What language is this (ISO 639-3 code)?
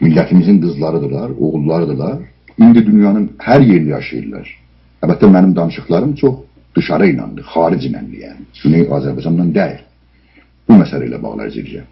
azb